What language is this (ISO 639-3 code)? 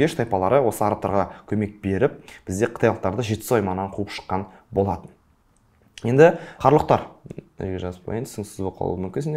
kaz